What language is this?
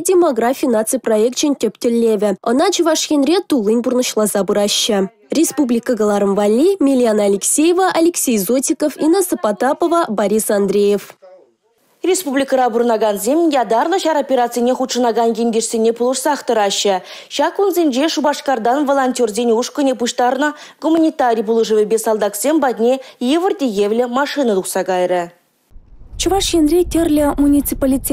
Chuvash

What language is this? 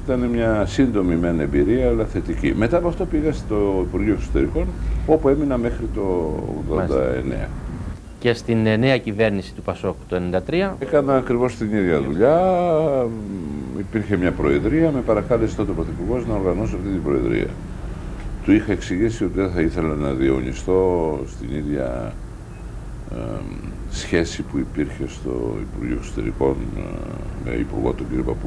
Greek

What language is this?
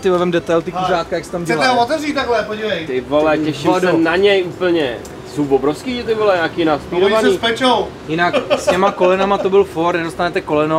Czech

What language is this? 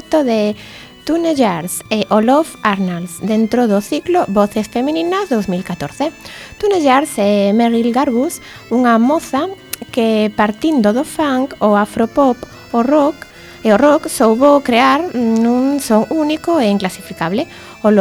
Galician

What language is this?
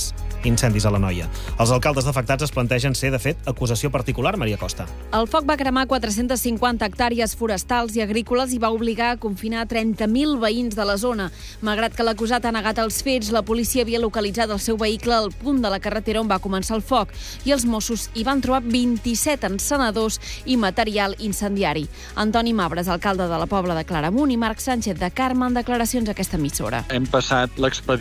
Catalan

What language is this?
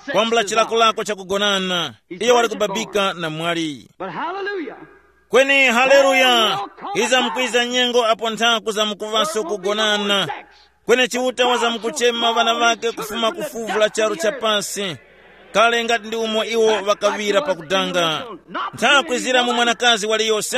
Tumbuka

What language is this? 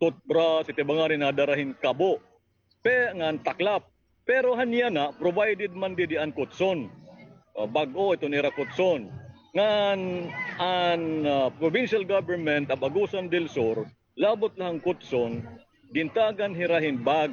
Waray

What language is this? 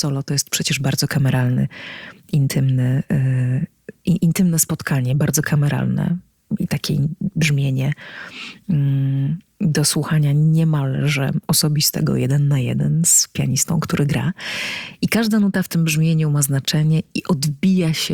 Polish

